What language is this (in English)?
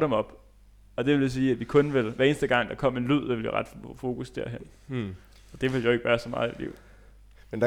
Danish